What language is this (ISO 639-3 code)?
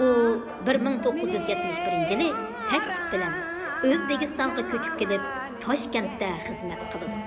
uig